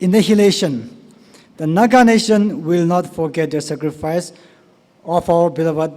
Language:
Tangkhul Naga (India)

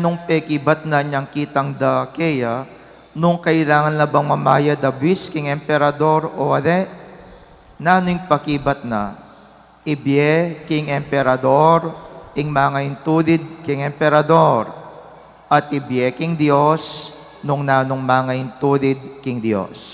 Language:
Pampanga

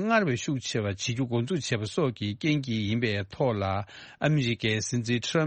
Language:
Tibetan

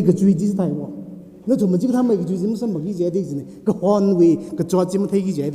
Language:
Tangkhul Naga (India)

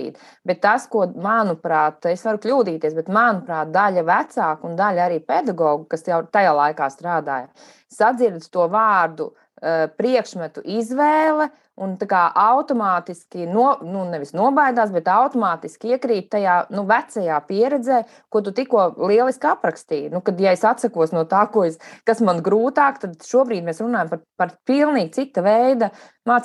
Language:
Latvian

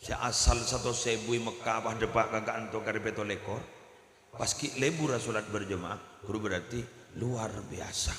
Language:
Madurese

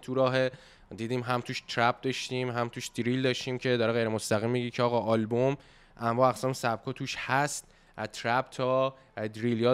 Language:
Persian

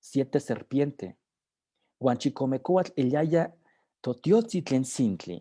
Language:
Eastern Huasteca Nahuatl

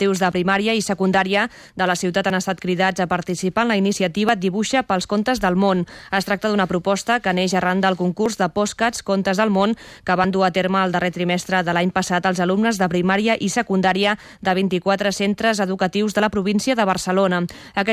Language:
Catalan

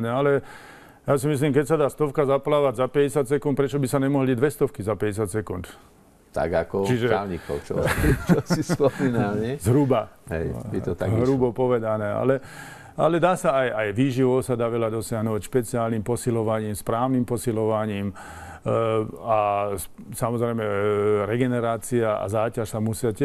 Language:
Slovak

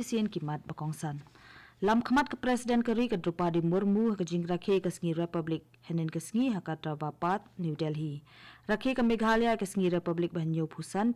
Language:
Khasi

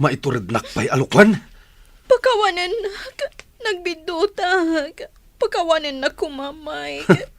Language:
Iloko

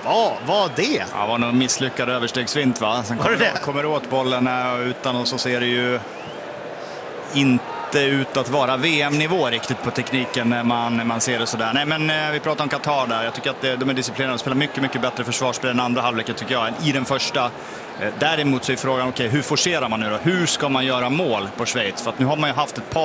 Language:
Swedish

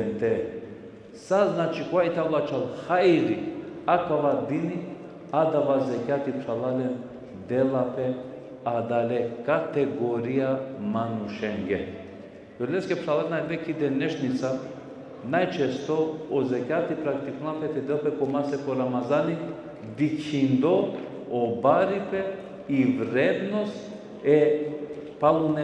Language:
Balkan Romani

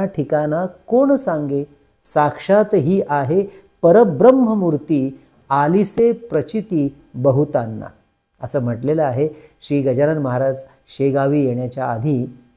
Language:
Marathi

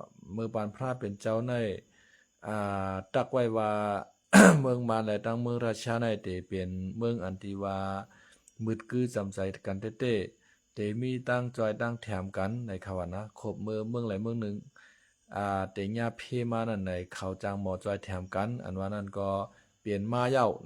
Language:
Shan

